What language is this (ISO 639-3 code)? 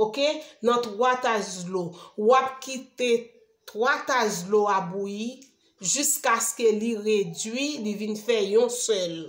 hat